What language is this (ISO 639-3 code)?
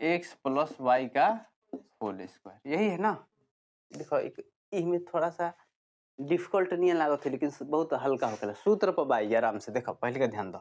bho